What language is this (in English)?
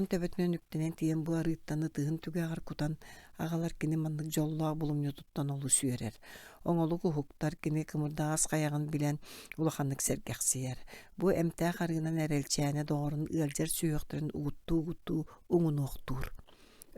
Yakut